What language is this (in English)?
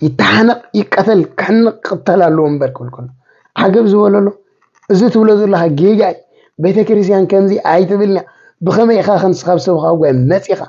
Tigrinya